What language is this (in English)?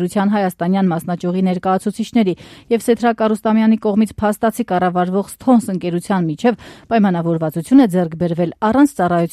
Armenian